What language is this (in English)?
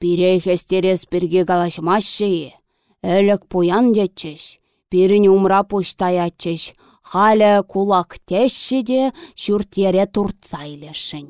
Chuvash